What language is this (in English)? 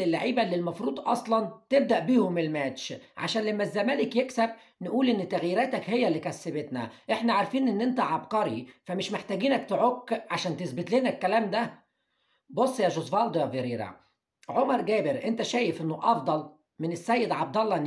Egyptian Arabic